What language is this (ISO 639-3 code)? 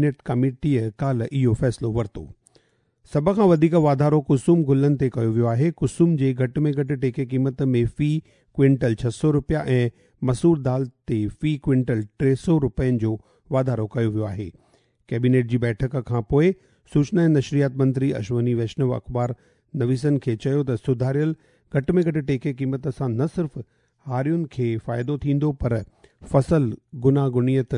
snd